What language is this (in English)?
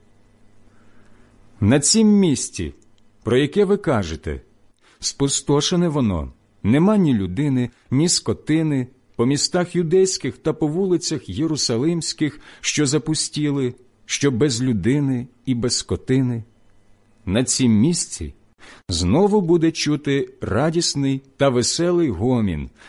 Ukrainian